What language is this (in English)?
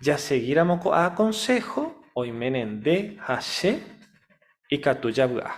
Guarani